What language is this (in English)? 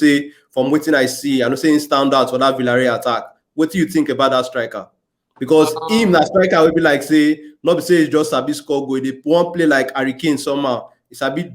Nigerian Pidgin